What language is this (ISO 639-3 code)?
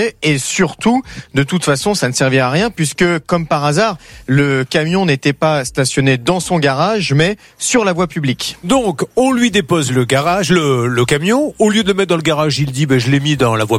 fra